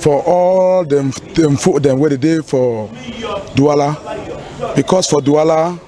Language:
Cameroon Pidgin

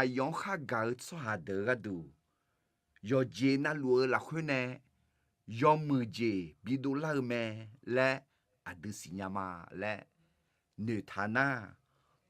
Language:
Akha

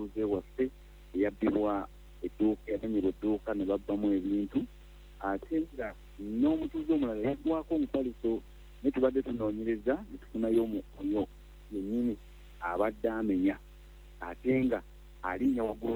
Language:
Ganda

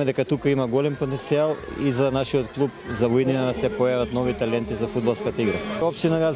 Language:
Macedonian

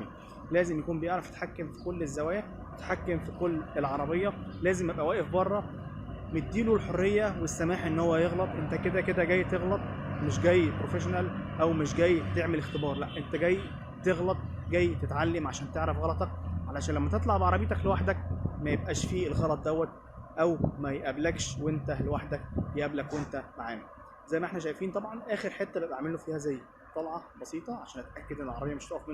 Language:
Egyptian Arabic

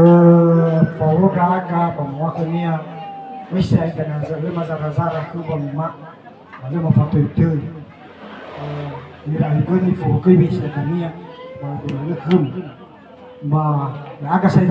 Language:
Nias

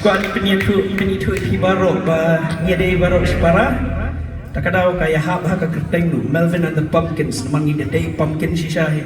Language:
Khasi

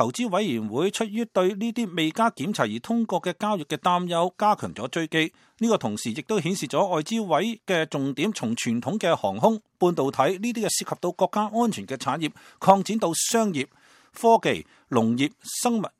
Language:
Cantonese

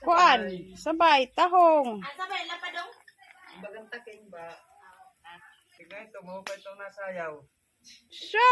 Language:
Waray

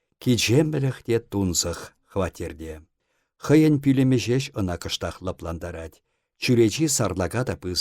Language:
Chuvash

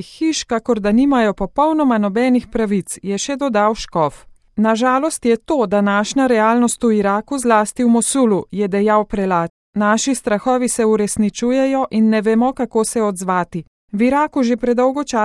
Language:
Slovenian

